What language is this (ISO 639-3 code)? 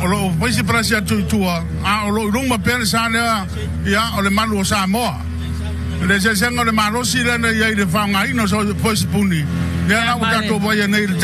smo